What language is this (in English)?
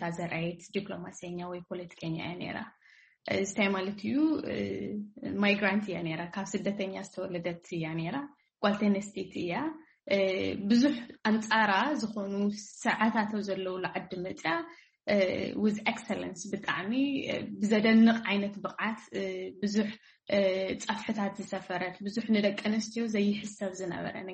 Tigrinya